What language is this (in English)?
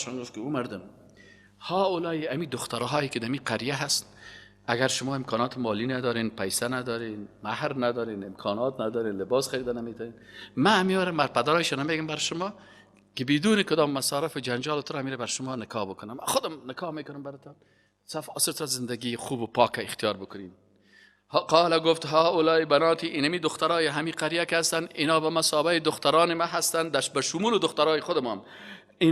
Persian